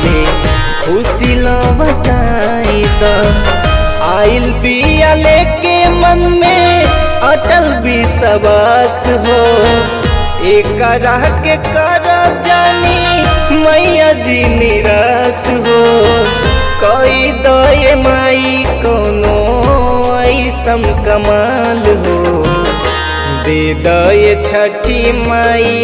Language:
Bhojpuri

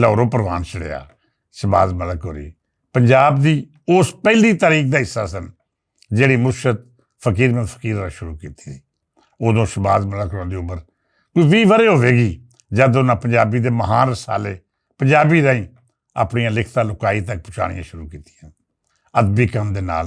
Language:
Western Panjabi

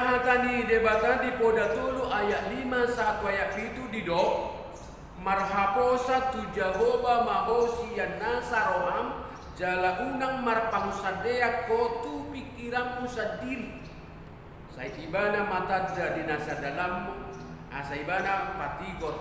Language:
Batak Toba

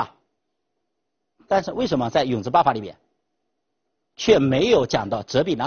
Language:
Chinese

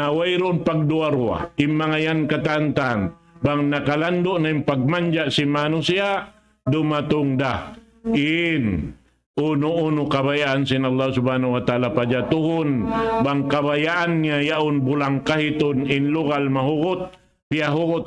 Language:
Tausug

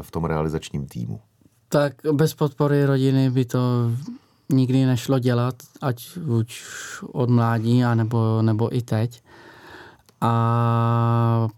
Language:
Czech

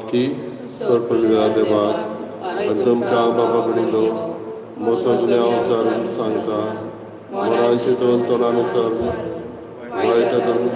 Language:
Konkani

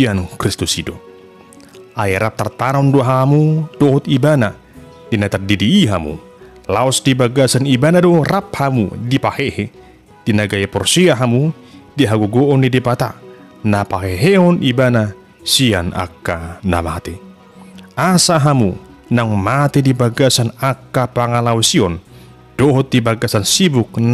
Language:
Batak Toba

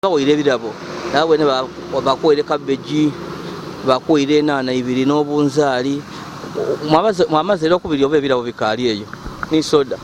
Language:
Ganda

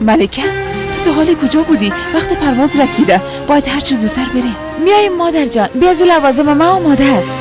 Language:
Persian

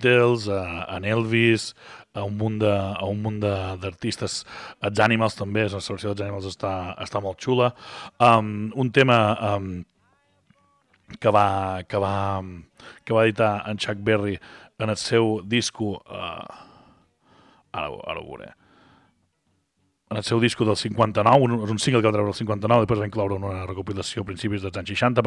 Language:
Catalan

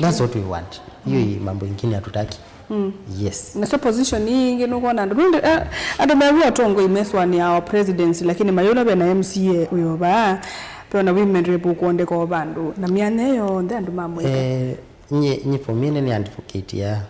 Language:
Kamba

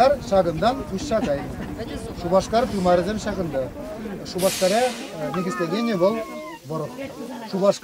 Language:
Chuvash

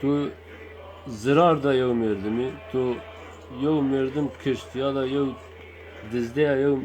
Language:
Zaza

